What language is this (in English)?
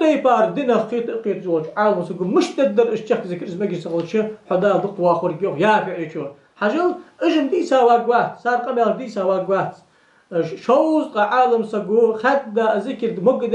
Ingush